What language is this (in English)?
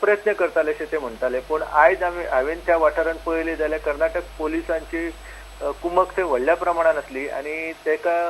Konkani